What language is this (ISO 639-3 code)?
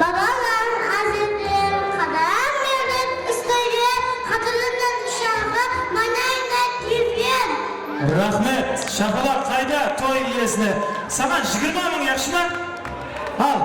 kaa